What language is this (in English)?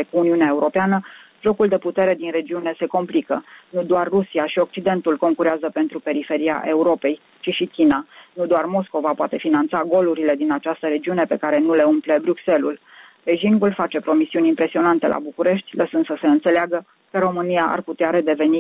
Romanian